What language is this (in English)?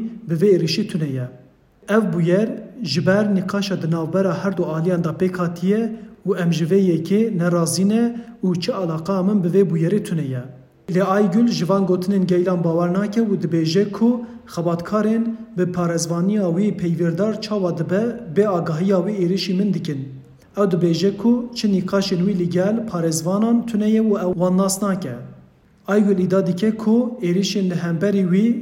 Kurdish